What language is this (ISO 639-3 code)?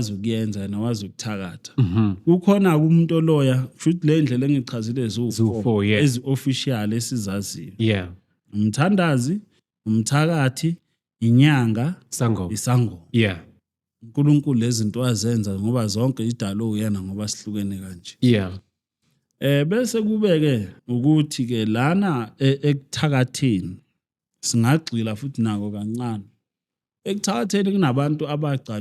zul